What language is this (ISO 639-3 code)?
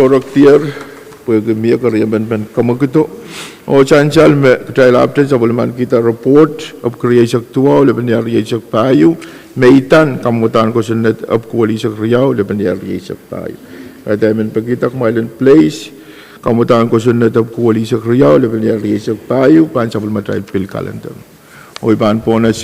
pon